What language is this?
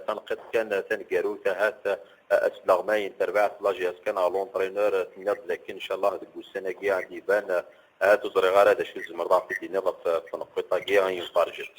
Kabyle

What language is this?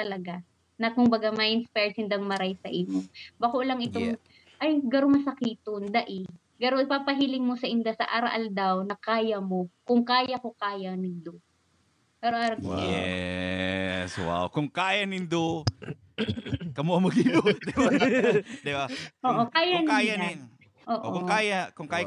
Bikol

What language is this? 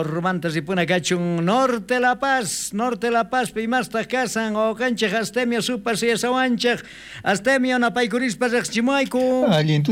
South Bolivian Quechua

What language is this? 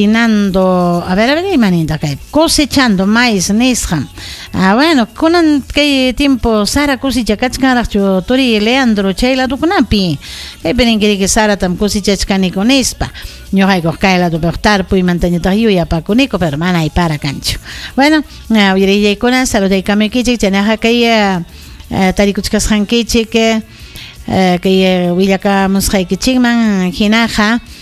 Ayacucho Quechua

